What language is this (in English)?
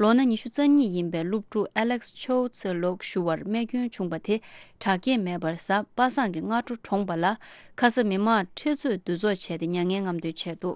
Tibetan